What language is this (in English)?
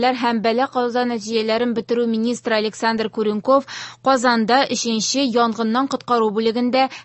Tatar